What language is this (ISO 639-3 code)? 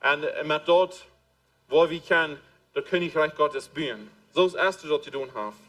pdt